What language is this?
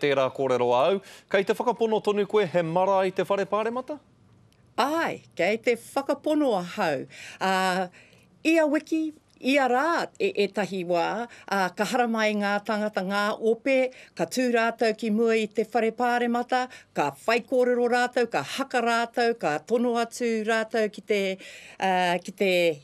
Māori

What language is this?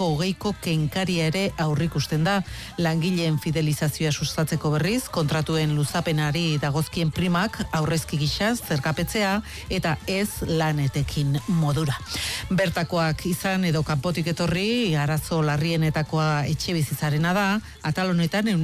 Basque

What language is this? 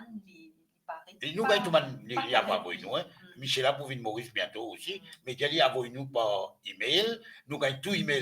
Morisyen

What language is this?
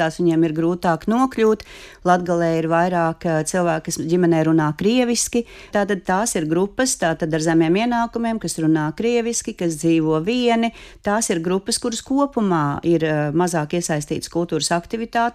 Latvian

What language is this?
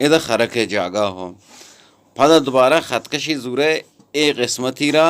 Eastern Balochi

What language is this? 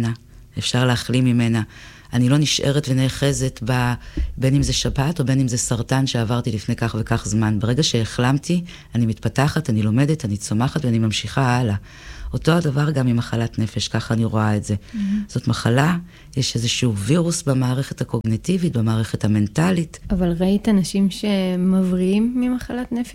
Hebrew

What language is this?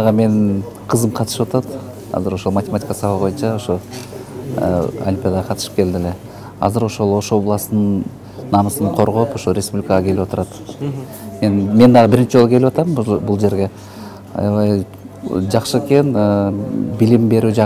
Kyrgyz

